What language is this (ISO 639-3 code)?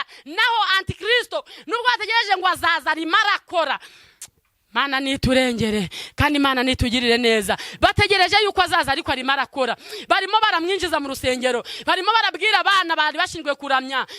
kin